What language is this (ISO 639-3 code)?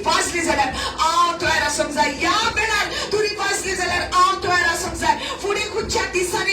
kok